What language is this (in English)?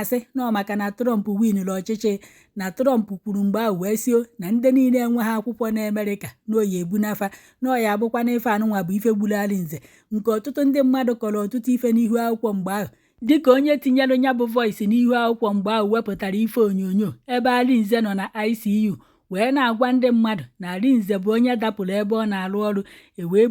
Igbo